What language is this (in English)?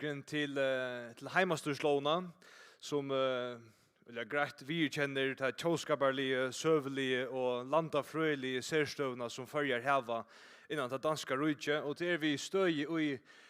Faroese